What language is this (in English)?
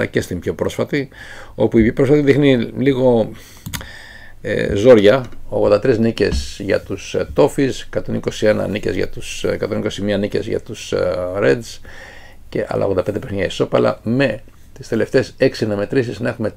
Greek